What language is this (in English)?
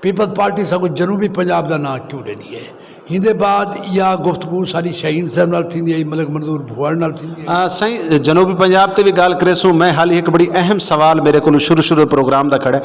Saraiki